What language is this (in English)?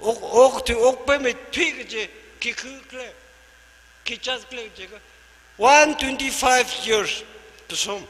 Tangkhul Naga (India)